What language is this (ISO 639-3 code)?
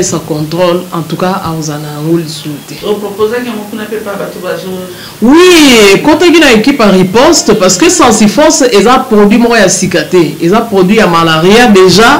lin